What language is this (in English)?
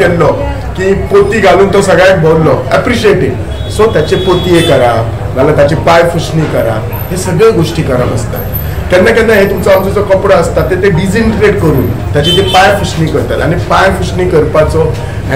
Konkani